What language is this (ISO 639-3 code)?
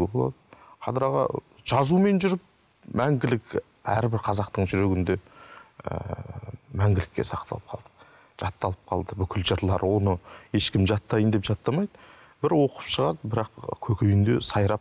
kaz